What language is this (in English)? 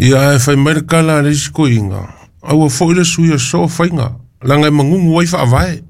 Samoan